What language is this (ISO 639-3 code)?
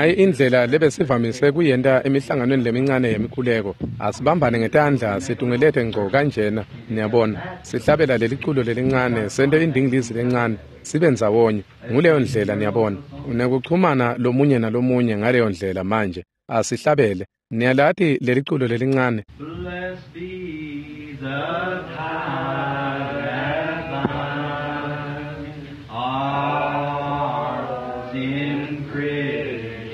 ssw